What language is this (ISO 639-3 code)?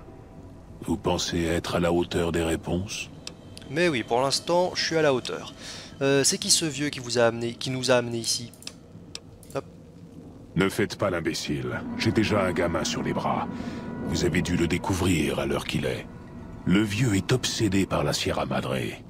fra